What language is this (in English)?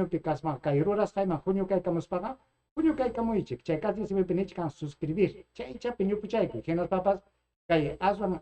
Ayacucho Quechua